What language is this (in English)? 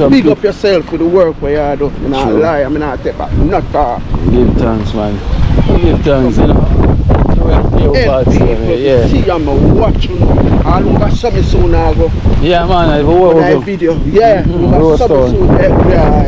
Jamaican Creole English